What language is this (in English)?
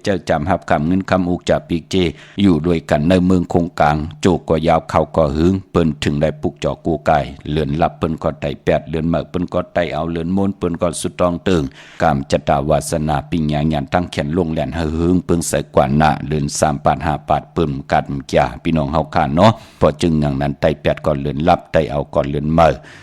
Shan